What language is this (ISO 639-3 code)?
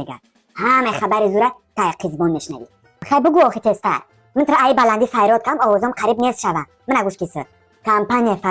tgk